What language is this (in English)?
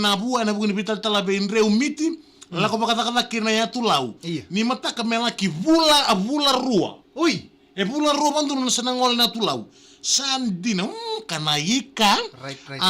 Fijian